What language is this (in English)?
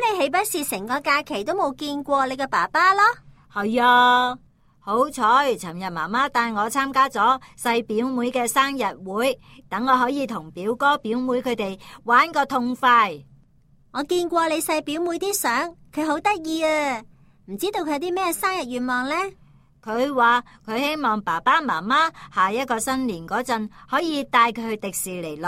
Cantonese